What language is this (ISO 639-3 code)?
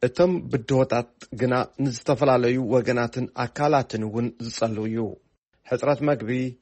tir